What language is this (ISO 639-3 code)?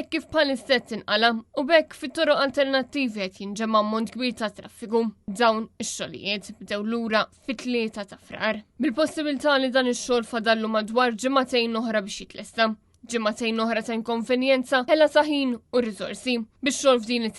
mlt